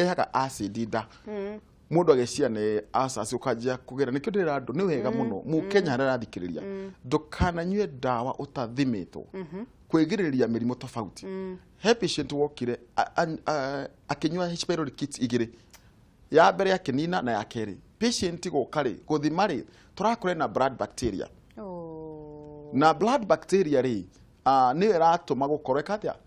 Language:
Kikuyu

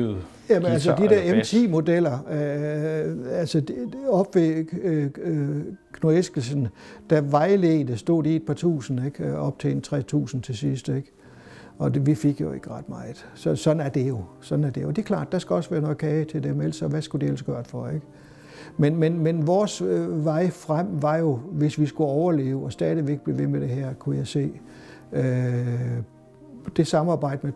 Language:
Danish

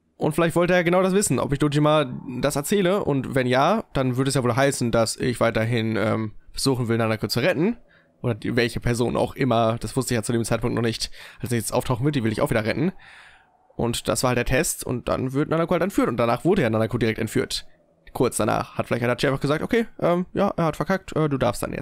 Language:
German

